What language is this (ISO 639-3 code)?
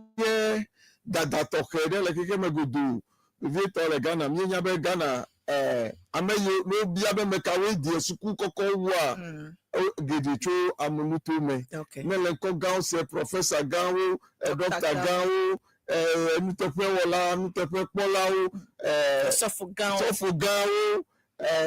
ewe